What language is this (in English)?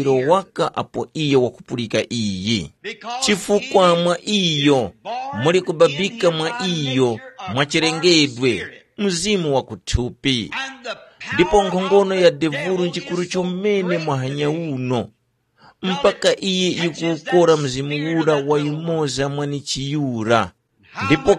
Tumbuka